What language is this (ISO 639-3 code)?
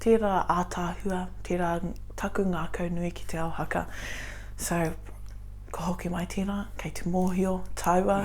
mri